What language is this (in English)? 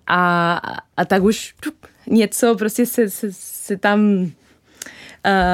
Czech